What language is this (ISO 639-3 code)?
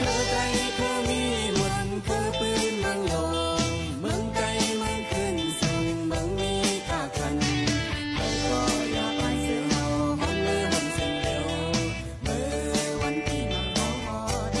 shn